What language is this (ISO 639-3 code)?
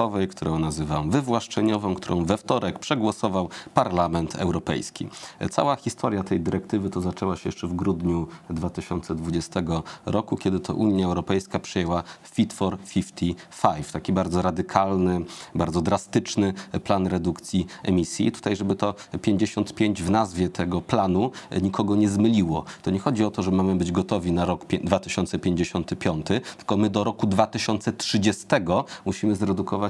pol